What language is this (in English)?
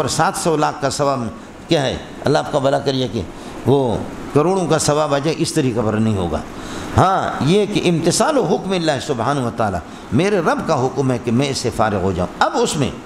Urdu